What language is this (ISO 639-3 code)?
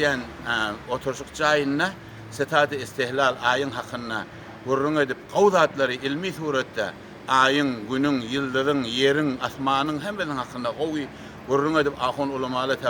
tuk